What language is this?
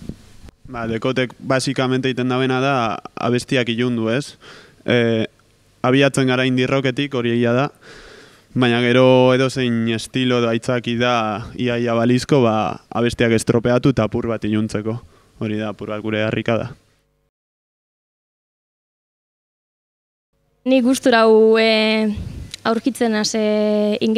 Basque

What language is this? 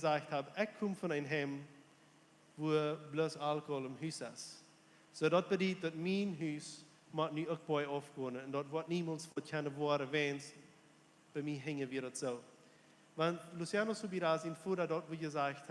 Plautdietsch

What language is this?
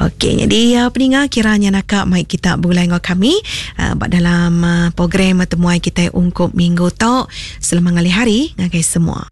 Iban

